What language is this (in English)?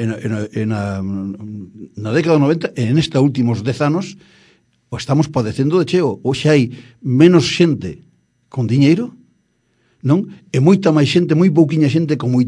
Galician